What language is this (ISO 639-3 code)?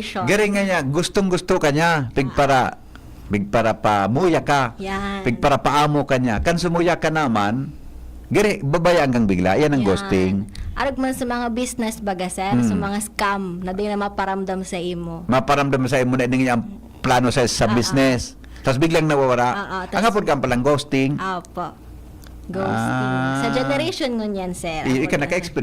bik